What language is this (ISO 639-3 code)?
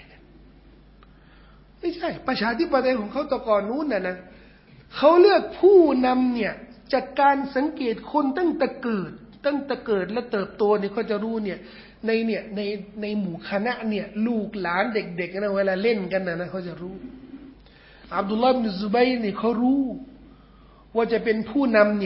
tha